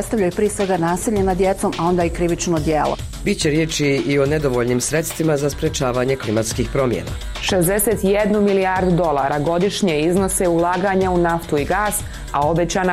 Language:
Bosnian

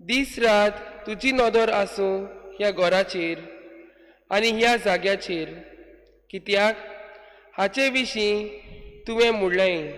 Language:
Konkani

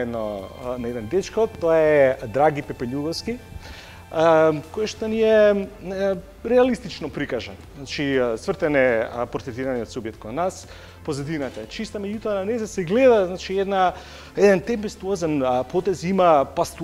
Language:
Macedonian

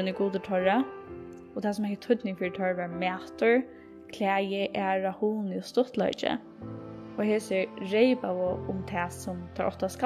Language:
Faroese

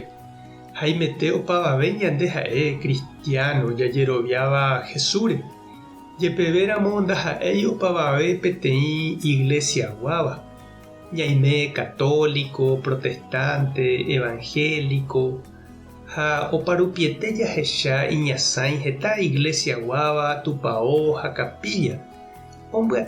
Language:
Guarani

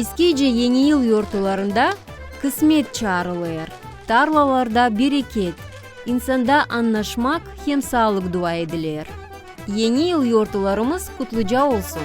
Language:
Gagauz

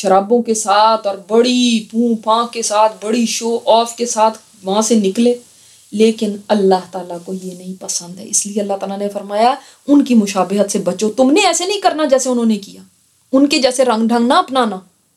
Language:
Urdu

